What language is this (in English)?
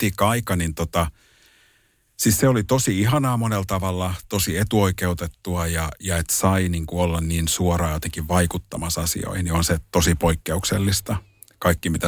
Finnish